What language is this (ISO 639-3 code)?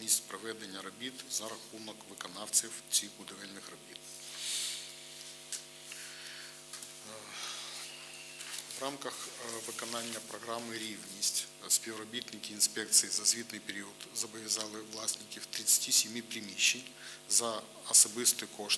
ukr